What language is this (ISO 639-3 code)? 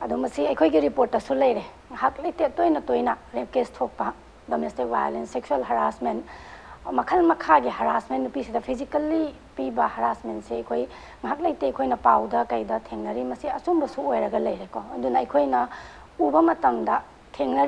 mni